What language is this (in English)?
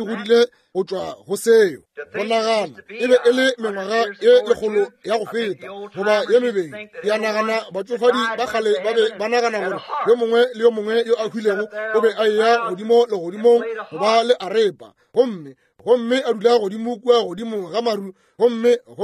Northern Sotho